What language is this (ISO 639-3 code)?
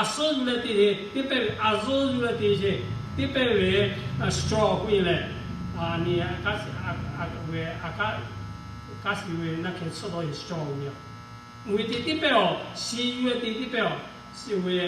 lhu